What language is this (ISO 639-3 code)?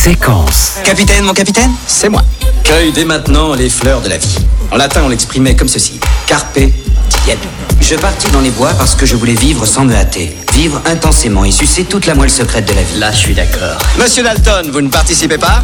fra